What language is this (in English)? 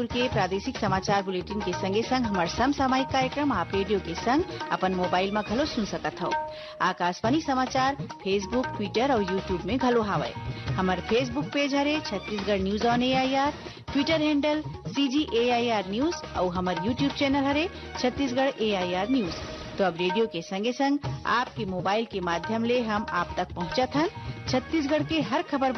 Chhattisgarhi